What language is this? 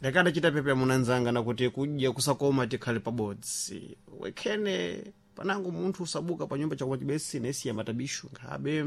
Sena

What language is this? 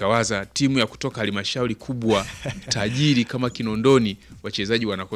Swahili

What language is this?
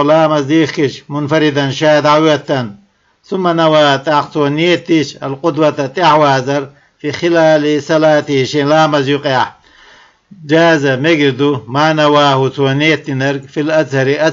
Chechen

